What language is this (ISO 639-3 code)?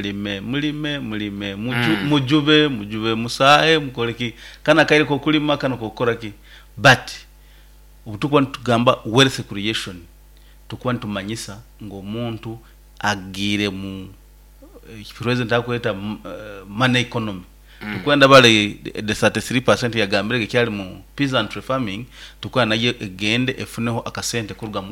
nyo